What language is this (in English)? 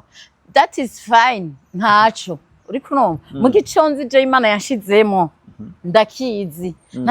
Rundi